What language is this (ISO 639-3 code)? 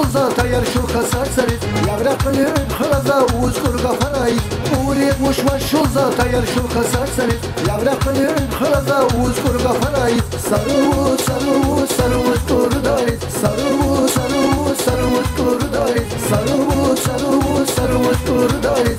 tab